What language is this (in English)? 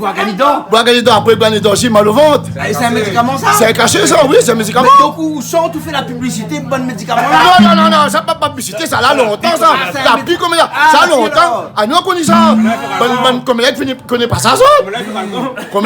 Réunion Creole French